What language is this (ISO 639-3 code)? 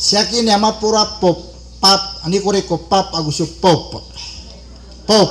mrw